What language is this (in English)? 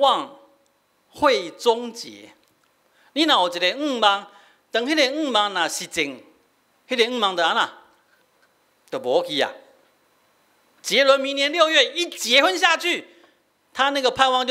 Min Nan Chinese